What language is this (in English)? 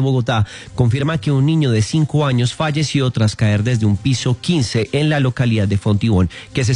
Spanish